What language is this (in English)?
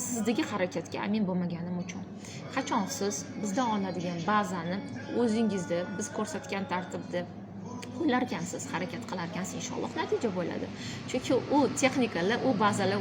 Uzbek